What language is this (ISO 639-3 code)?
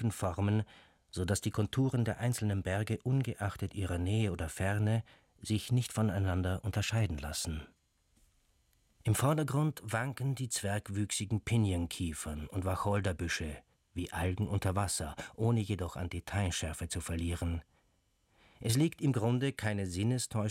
deu